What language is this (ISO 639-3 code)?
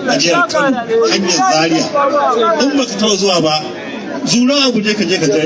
hau